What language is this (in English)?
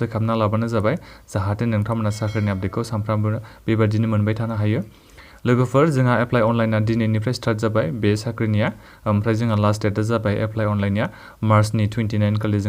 Bodo